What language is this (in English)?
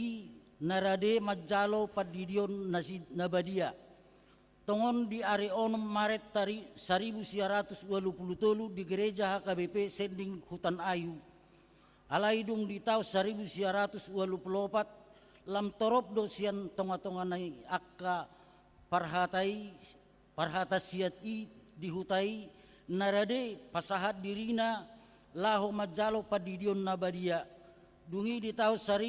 Batak Toba